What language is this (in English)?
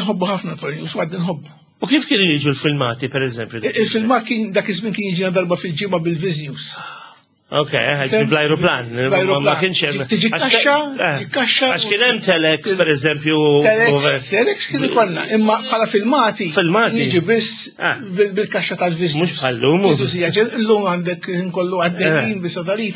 Maltese